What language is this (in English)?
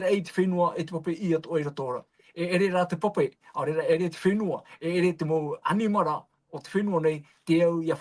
Tahitian